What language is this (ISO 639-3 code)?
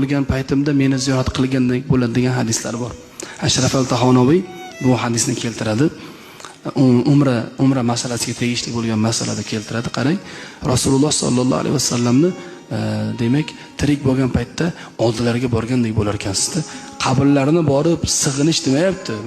uzb